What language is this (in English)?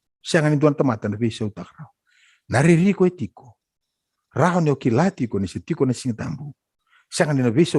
Fijian